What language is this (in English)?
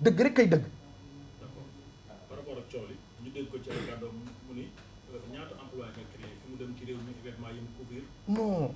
Wolof